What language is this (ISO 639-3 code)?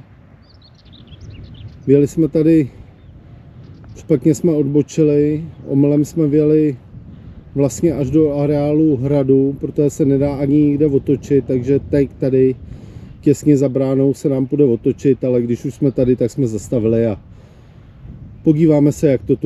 ces